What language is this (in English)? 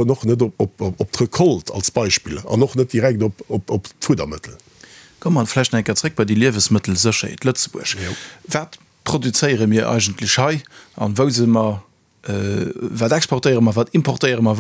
Luxembourgish